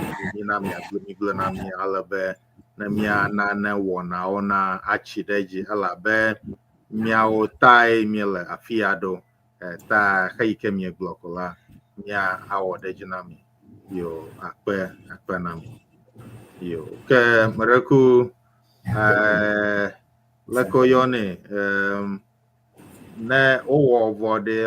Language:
Ewe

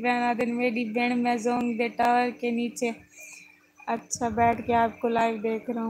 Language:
Saraiki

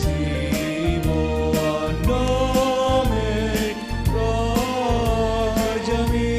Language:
Batak Simalungun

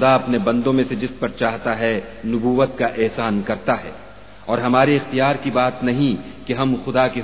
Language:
Urdu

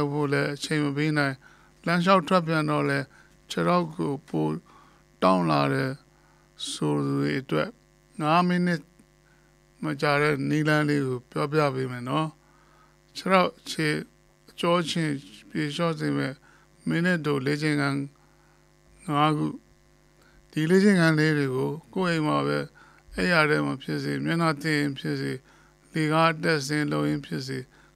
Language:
Burmese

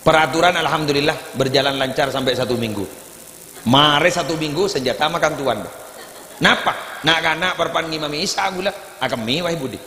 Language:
Madurese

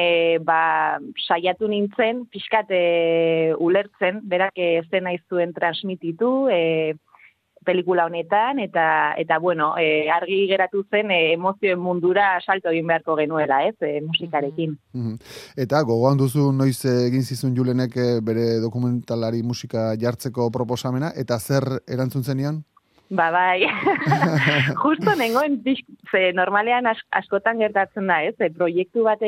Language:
Basque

